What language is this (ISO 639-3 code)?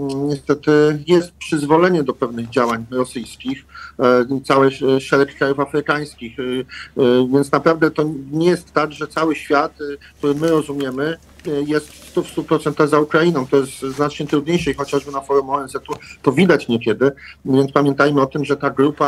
pol